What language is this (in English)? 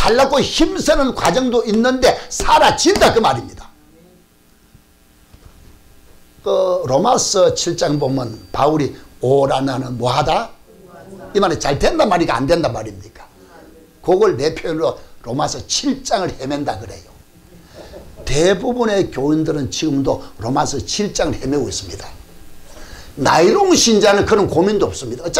Korean